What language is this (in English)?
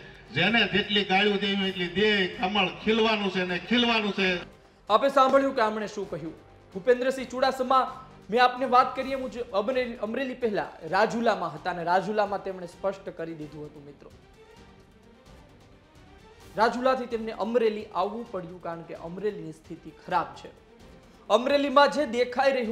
Gujarati